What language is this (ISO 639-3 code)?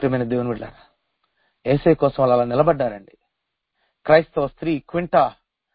tel